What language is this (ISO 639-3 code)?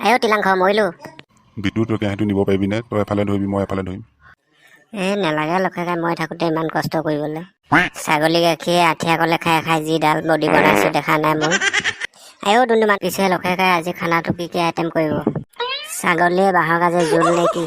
asm